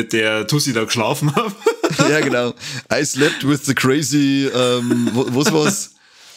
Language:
Bavarian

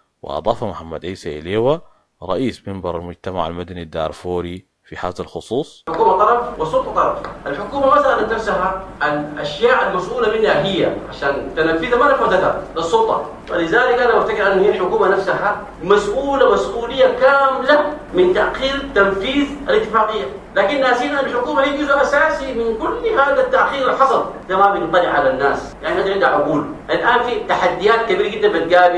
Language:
Sudanese Arabic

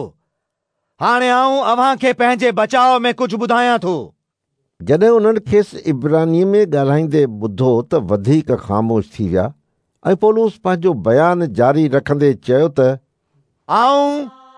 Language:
Sindhi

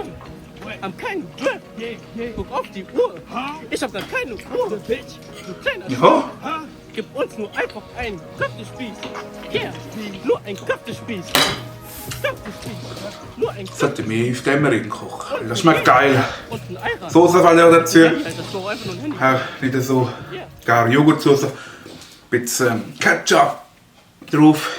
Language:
Swiss German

